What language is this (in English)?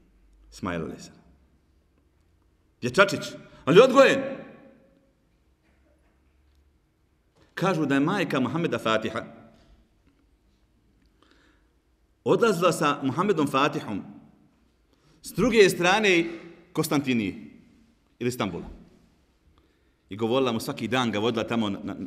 Bosnian